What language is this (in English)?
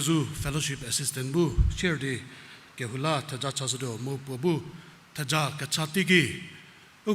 Angami Naga